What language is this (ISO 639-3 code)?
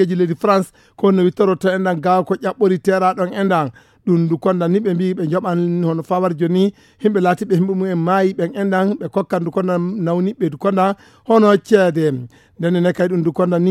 ful